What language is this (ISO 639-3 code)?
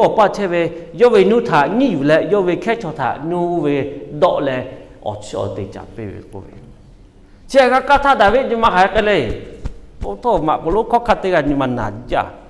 lhu